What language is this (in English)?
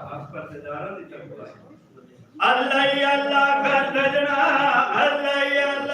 Saraiki